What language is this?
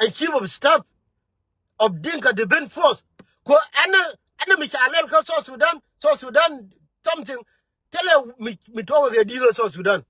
Nuer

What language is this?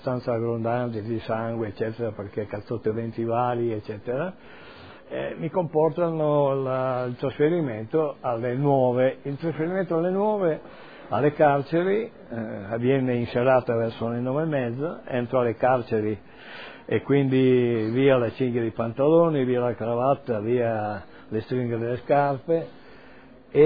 Italian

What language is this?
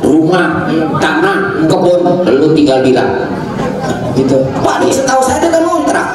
Betawi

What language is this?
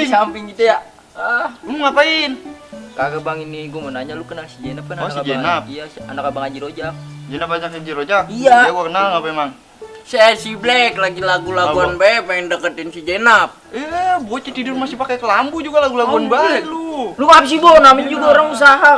Betawi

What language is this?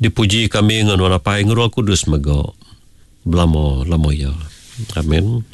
Iban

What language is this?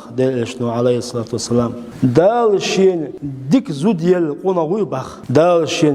Chechen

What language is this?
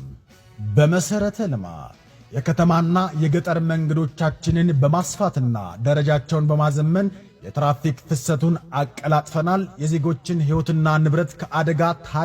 Amharic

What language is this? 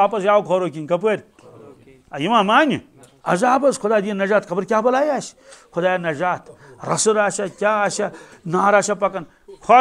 Kashmiri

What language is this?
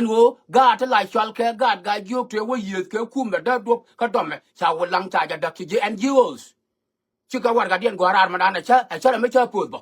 Nuer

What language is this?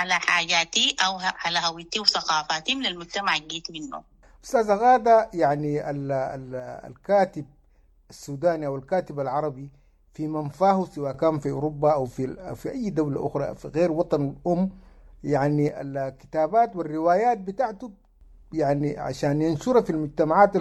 Sudanese Arabic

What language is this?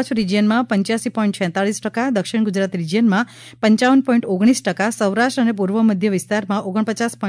Gujarati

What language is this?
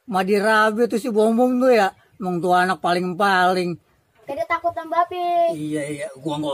Betawi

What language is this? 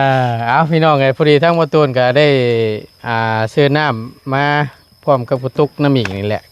Northeastern Thai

